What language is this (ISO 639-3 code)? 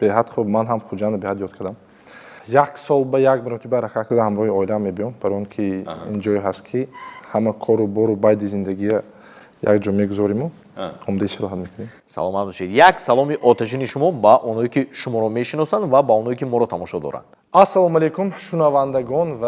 tgk